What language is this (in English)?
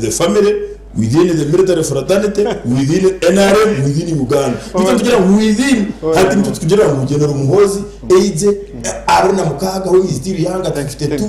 Nyankole